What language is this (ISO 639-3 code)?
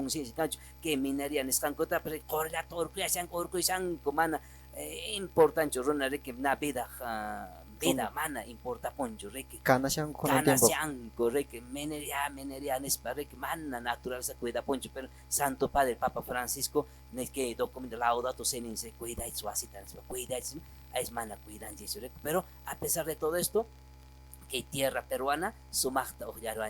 que